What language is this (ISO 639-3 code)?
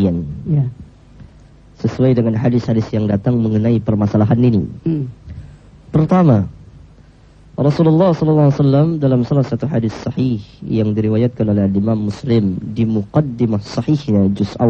ind